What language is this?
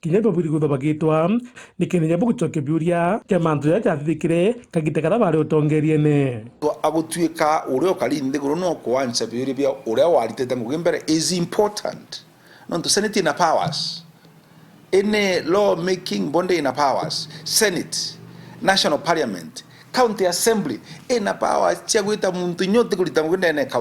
Meru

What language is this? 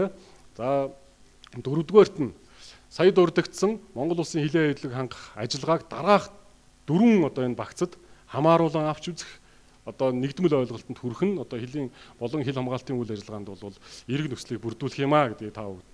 Mongolian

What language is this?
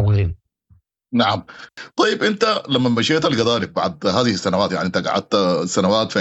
Sudanese Arabic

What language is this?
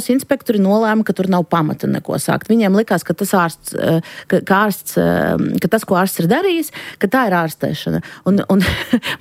Latvian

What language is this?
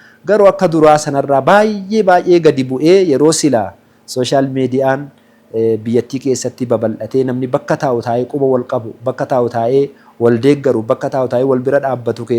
Oromo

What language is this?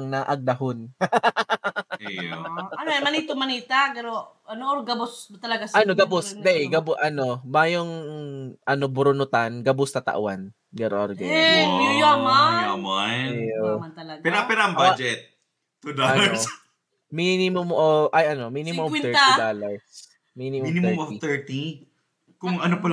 Bikol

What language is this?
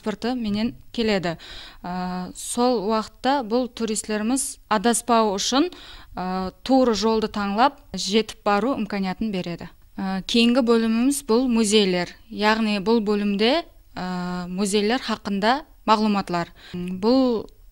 Kara-Kalpak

